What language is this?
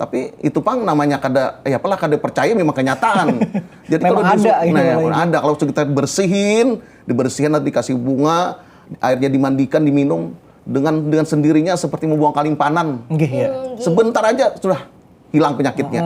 Banjar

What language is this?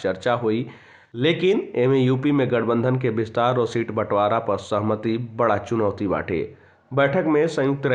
Bhojpuri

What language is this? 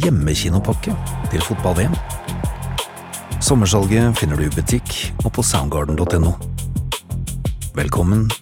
Norwegian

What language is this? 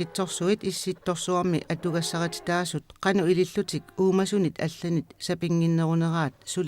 Kalaallisut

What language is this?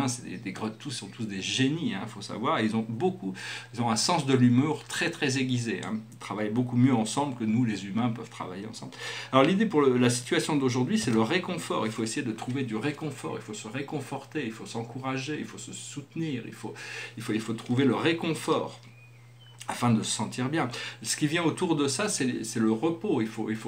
French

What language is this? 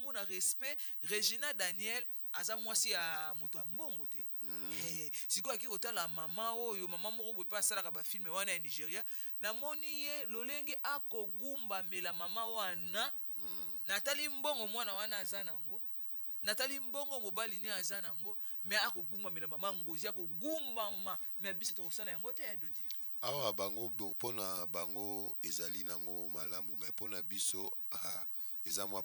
Lingala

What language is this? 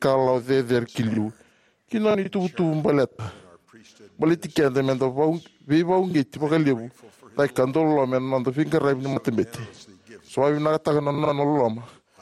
Fijian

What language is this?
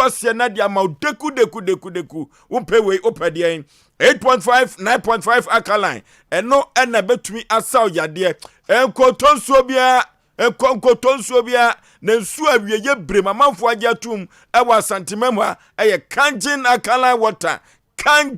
Akan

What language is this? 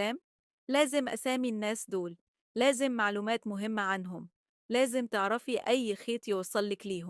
Egyptian Arabic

